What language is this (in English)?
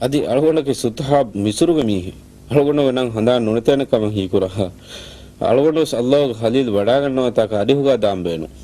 Divehi